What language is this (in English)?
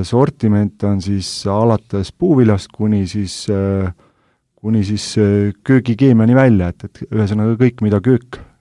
Estonian